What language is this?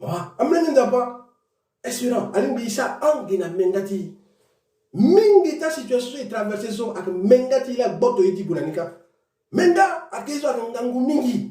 Sango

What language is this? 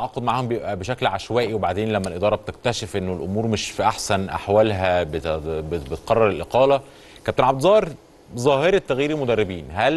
Egyptian Arabic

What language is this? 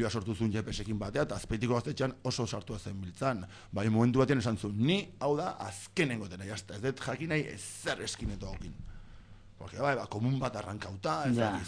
Basque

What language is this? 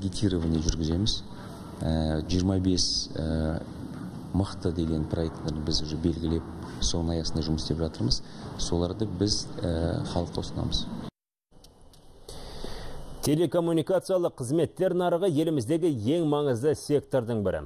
Kazakh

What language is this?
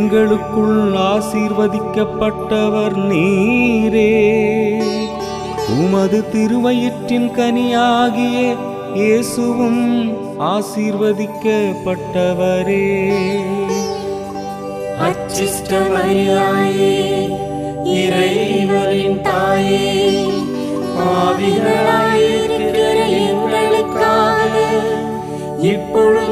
Tamil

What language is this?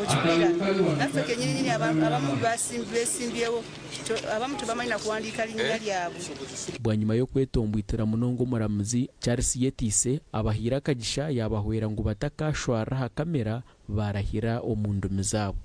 Nyankole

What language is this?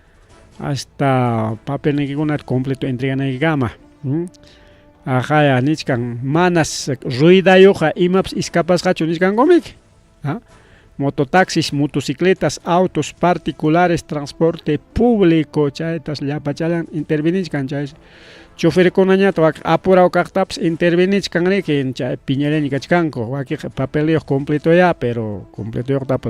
Ayacucho Quechua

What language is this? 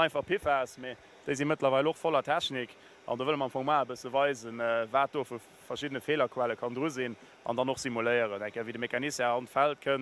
Luxembourgish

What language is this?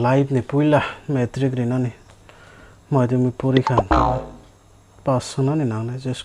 Kok Borok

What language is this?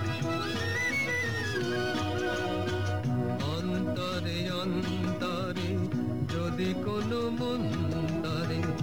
Bangla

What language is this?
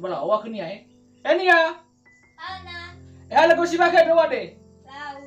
Nias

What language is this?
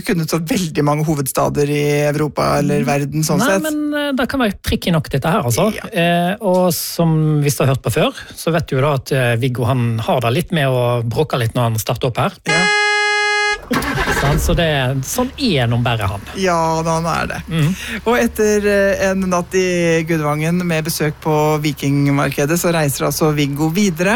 Norwegian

